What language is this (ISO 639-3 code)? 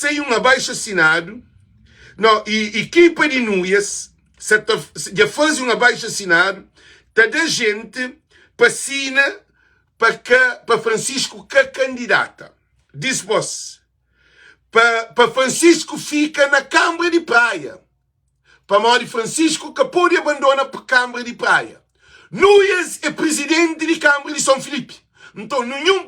kea